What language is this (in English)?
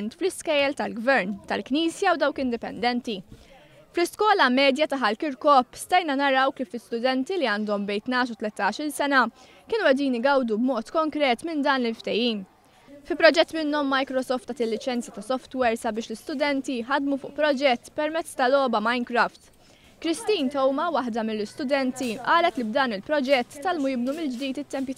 Maltese